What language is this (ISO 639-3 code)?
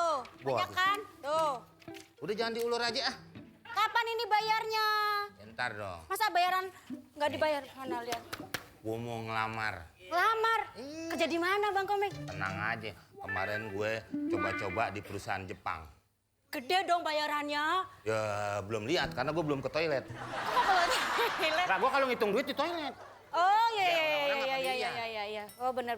bew